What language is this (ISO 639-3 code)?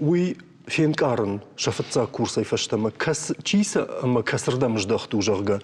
oss